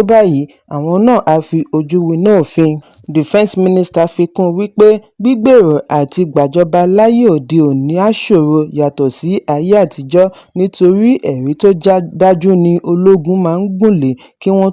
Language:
Yoruba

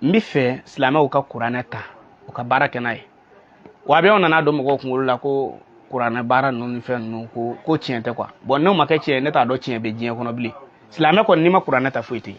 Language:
Bambara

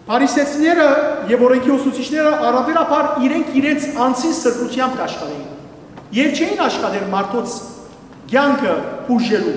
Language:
Western Armenian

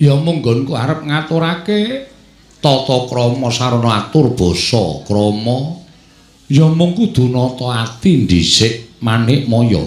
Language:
Javanese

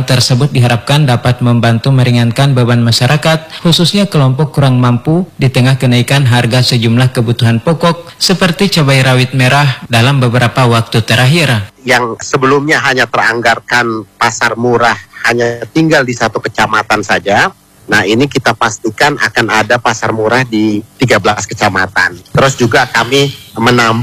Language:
Indonesian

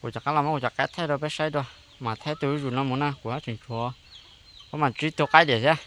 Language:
Hmong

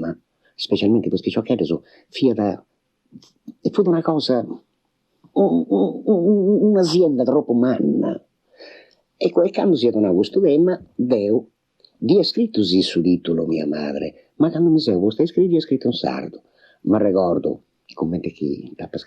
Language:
Sardinian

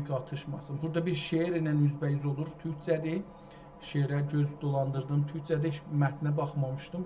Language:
South Azerbaijani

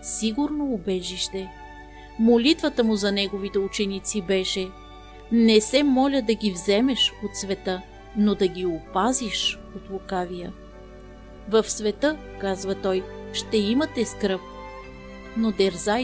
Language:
Bulgarian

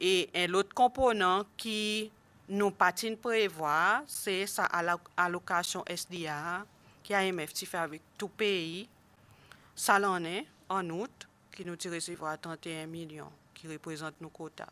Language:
Seselwa Creole French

